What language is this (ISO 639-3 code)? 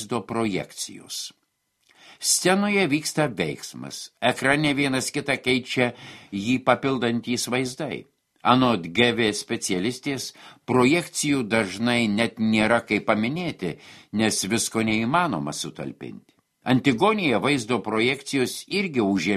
lit